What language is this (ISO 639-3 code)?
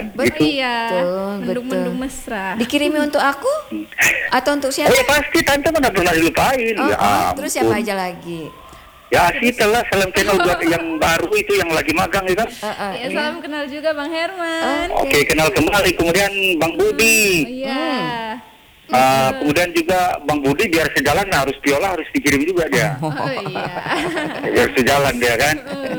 ind